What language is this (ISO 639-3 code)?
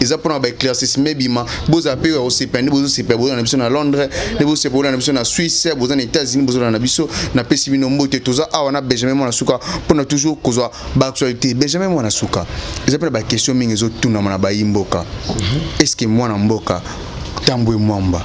lin